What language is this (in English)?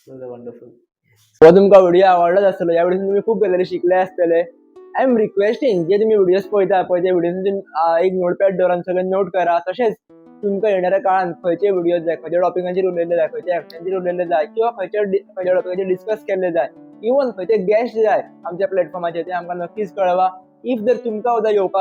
Konkani